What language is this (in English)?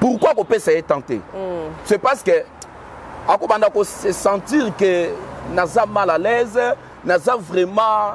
Lingala